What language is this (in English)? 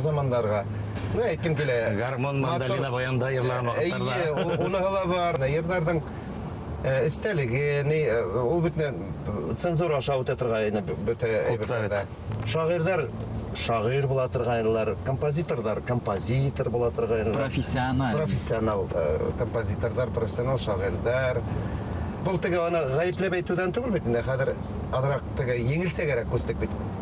Bashkir